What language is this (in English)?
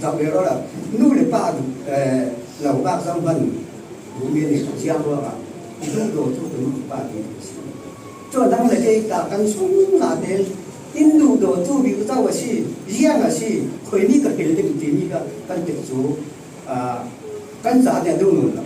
Falam Chin